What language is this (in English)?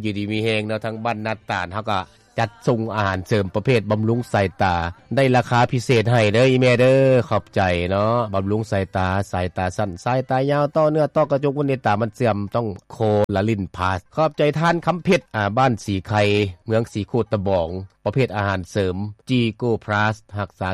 Lao